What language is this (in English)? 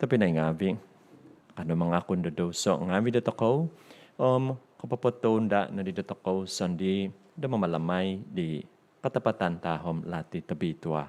Central Dusun